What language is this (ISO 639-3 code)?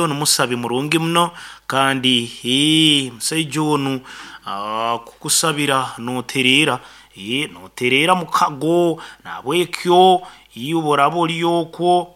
nyn